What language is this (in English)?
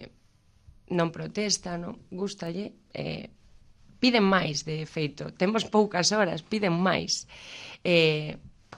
Galician